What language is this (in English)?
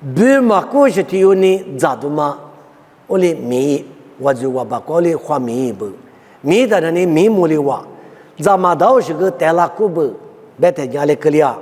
Lisu